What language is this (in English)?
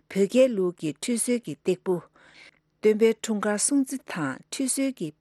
Tibetan